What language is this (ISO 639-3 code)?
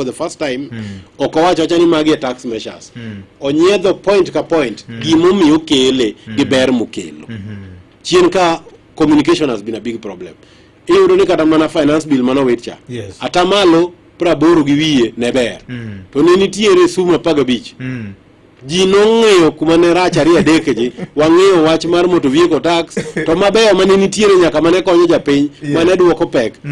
luo